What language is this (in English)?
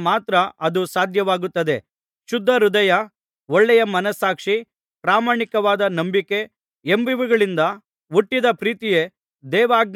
Kannada